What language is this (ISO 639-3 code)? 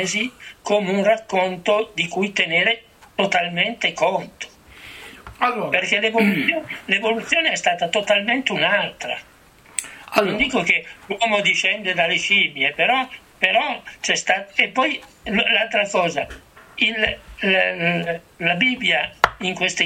ita